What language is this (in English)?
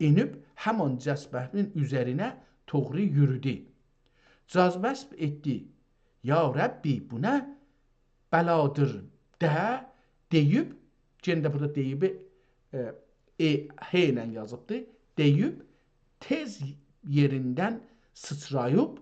South Azerbaijani